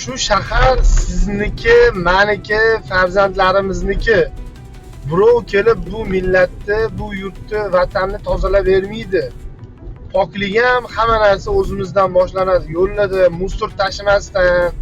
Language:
Uzbek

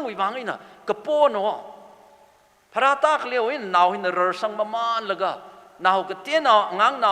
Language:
Tangkhul Naga (India)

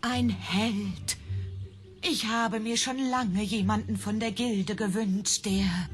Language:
Swiss German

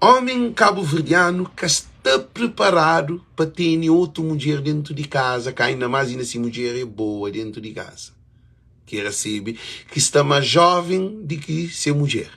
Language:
Kabuverdianu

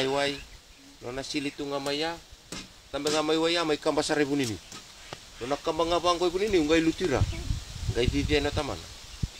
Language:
Fijian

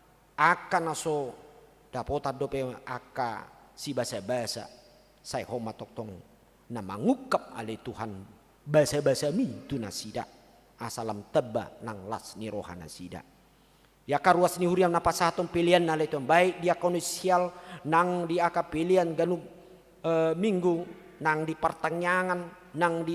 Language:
Batak Toba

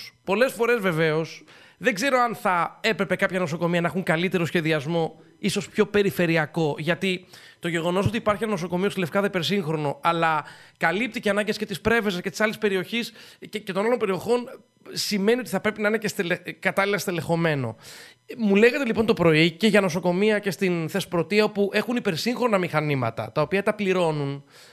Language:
Greek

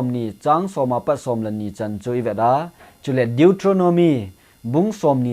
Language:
Thado Chin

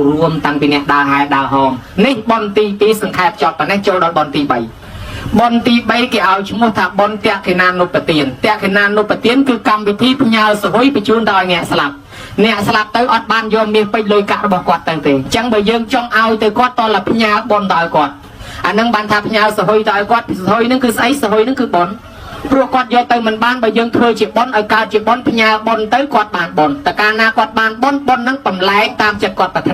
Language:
Khmer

